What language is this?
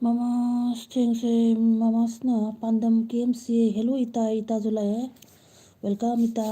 Manipuri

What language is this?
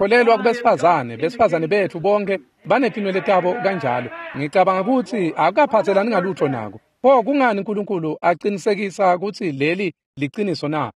Swati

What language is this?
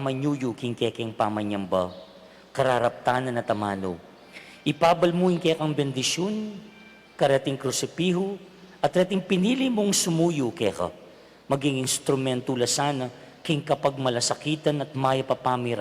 Pampanga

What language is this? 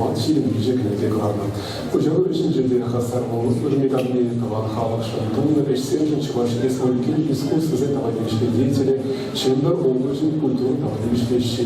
Chuvash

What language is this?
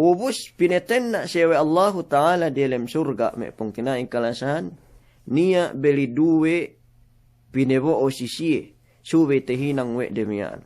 Yakan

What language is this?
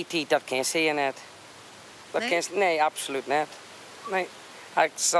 Western Frisian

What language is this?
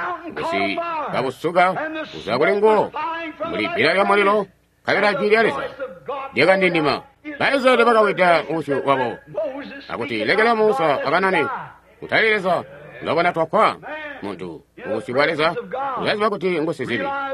Tonga (Zambia)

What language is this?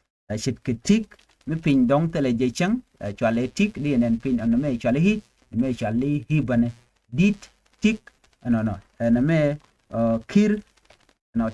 Nuer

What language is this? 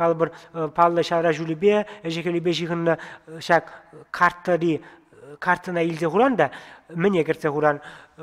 Chuvash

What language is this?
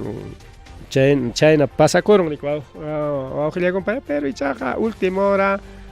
Ayacucho Quechua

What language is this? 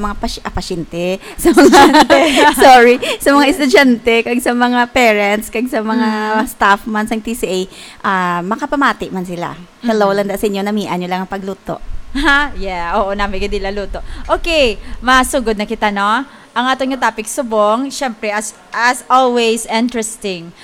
Hiligaynon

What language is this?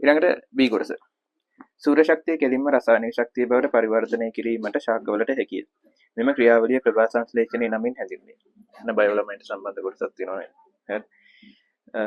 Sinhala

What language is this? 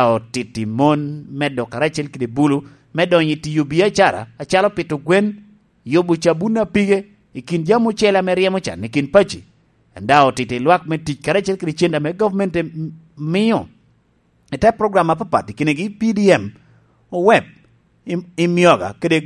Lango (Uganda)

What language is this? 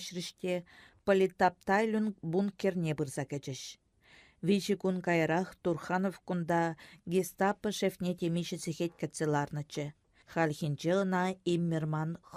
Chuvash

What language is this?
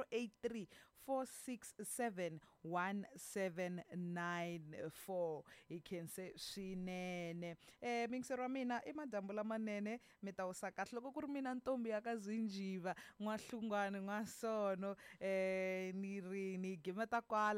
Tsonga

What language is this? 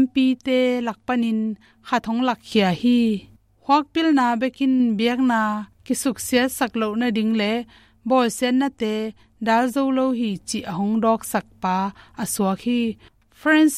Tedim Chin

